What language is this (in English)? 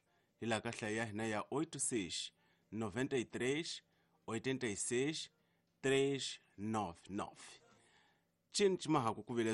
Tsonga